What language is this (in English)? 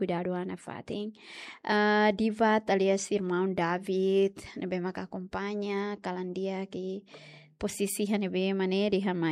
Tetum